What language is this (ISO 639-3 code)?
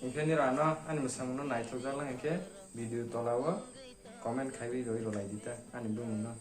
trp